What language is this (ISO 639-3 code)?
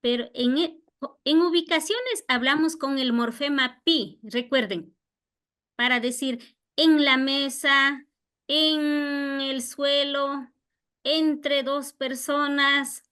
qvi